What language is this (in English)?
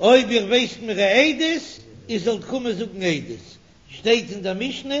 Yiddish